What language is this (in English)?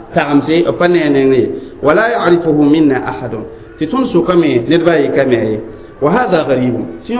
Mossi